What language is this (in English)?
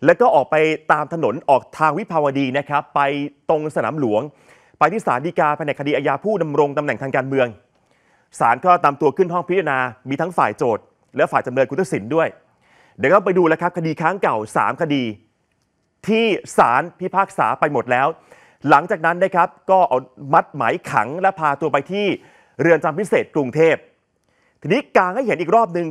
Thai